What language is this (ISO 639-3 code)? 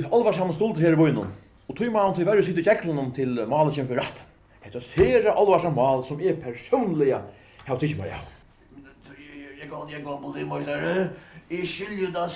fao